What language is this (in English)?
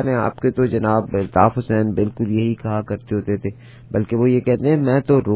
Urdu